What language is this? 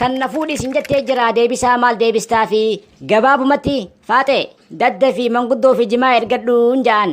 Oromo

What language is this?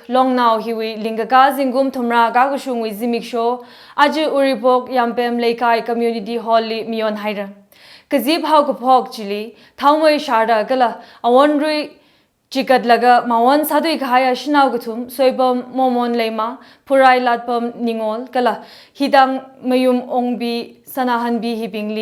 Tangkhul Naga (India)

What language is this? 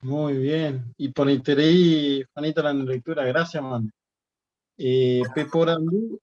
Guarani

